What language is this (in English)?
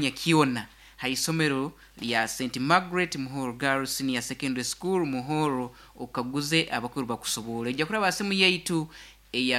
Nyoro